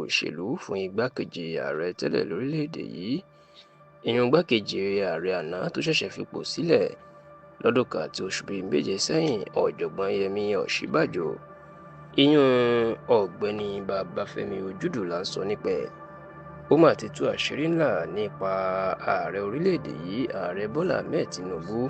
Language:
Yoruba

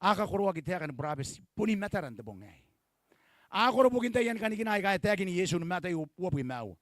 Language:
Gilbertese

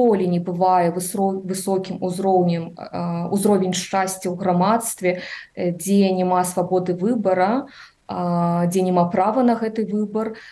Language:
Belarusian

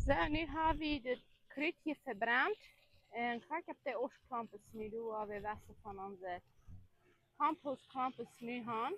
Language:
Plautdietsch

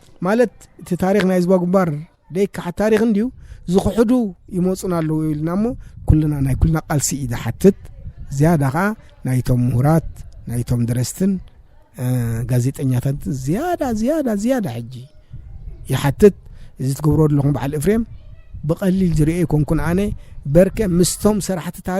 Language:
Tigrinya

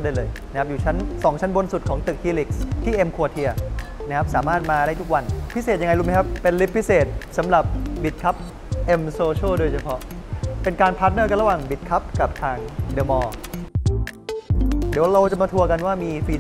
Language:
Thai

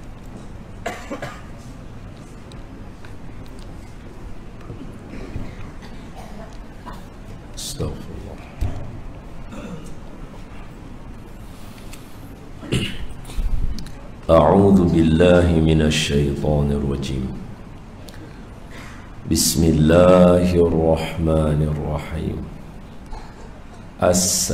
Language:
Malay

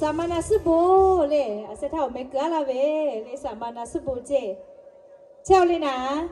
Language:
Lahu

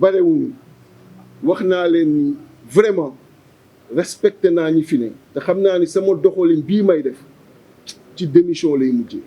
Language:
Wolof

